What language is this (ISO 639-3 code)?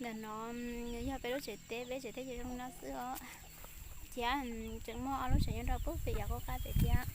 hmn